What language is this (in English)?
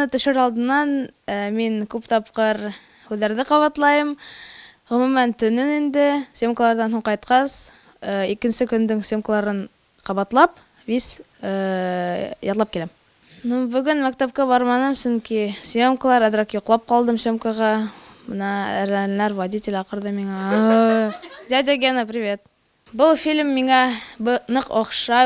Bashkir